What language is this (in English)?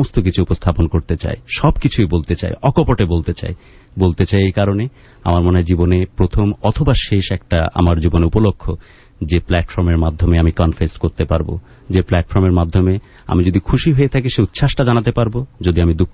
Bangla